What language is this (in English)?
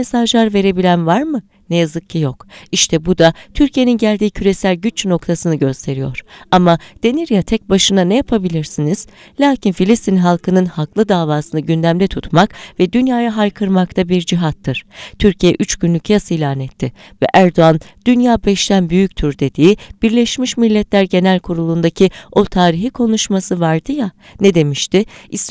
Turkish